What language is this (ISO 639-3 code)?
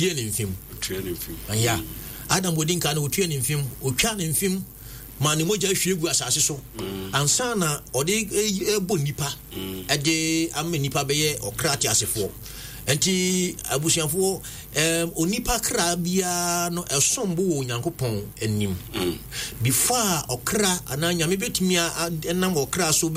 aka